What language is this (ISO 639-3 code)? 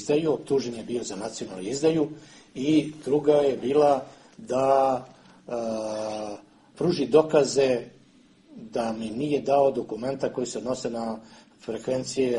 srp